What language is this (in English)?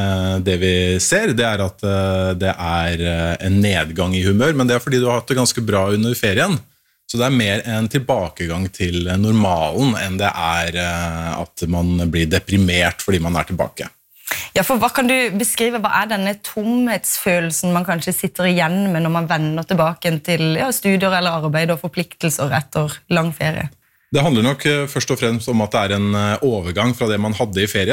Norwegian